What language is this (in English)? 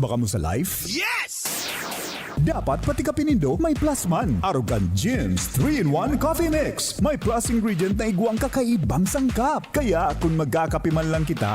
Bikol